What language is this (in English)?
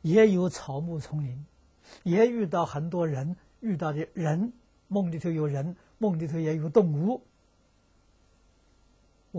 Chinese